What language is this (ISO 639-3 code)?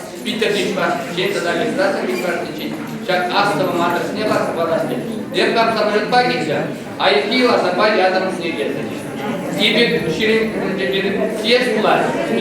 chv